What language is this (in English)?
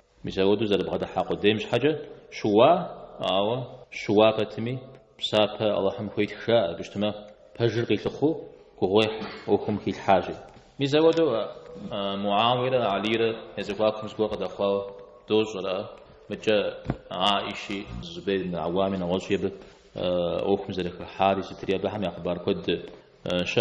Kabardian